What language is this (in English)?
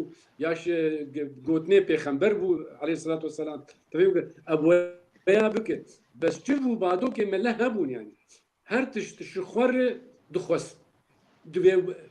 Kurdish